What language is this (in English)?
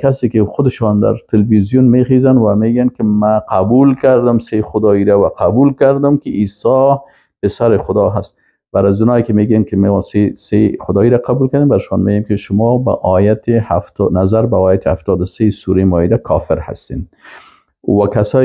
Persian